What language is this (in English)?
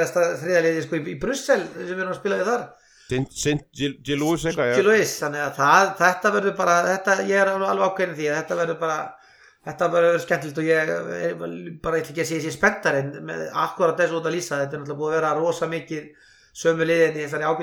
Icelandic